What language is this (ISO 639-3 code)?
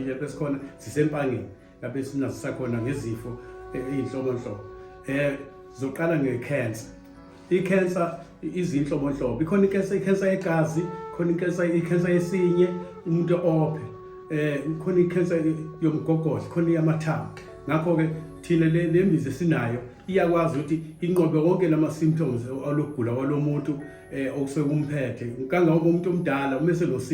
zul